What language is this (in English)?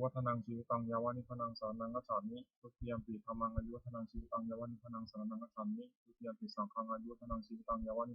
Pali